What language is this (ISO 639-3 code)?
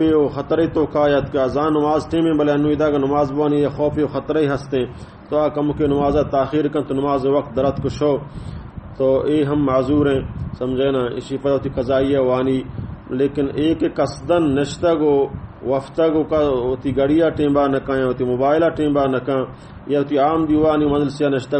bal